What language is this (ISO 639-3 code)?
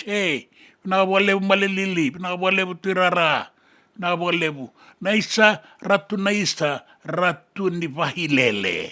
fij